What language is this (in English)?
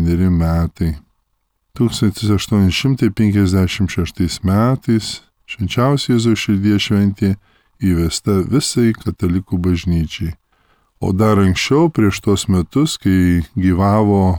Lithuanian